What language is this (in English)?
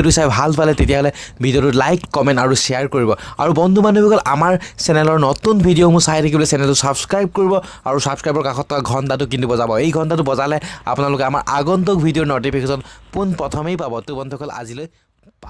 Assamese